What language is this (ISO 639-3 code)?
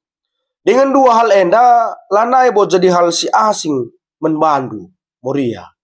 btx